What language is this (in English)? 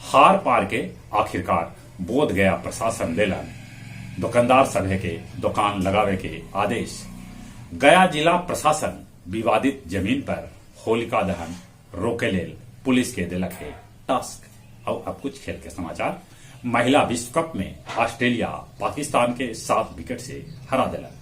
Magahi